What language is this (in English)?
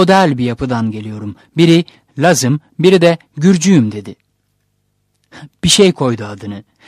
Turkish